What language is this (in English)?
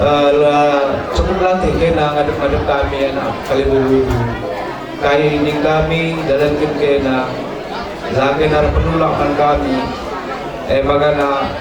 Batak Karo